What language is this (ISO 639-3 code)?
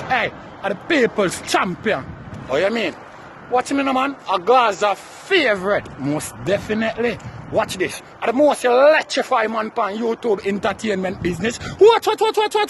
jam